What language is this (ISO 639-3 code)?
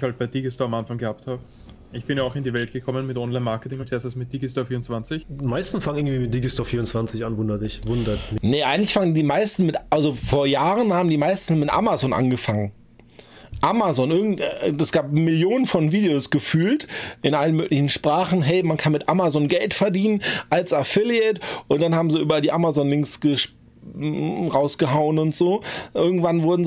deu